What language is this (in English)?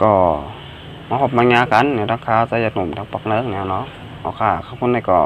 Shan